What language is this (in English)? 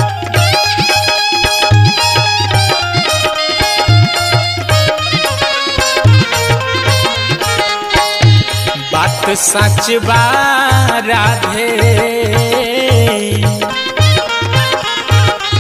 Bhojpuri